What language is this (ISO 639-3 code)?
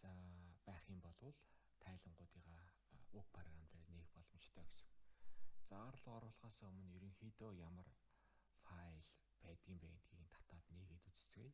mon